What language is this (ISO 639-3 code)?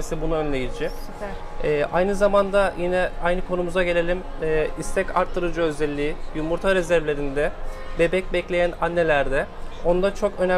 tur